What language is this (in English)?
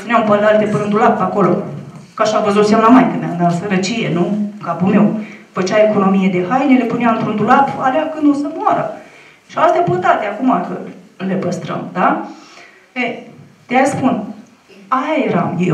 Romanian